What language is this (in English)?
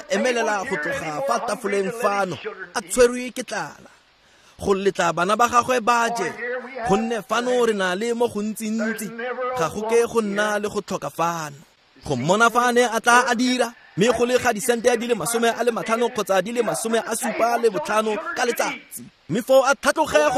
Tswana